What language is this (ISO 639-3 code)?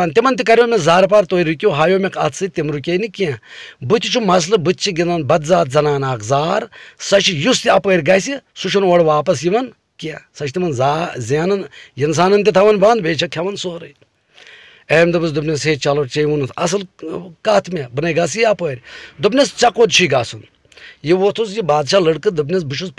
kas